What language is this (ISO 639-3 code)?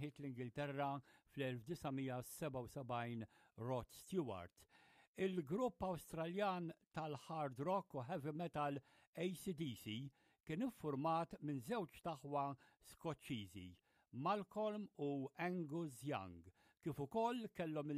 mlt